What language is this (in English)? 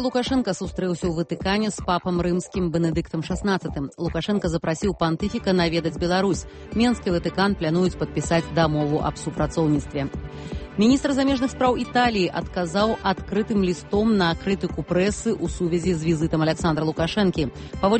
Belarusian